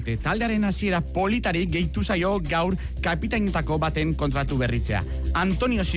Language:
Basque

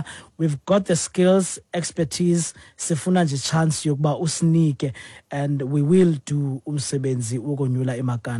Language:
Xhosa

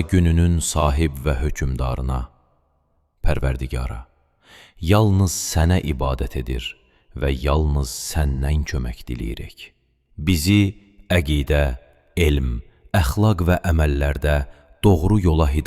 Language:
Azerbaijani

